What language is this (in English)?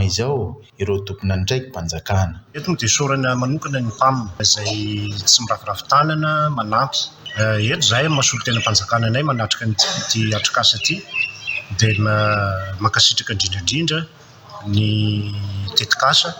Malagasy